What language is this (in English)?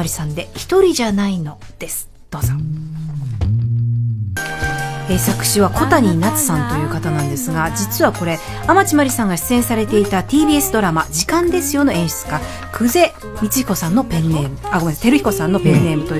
Japanese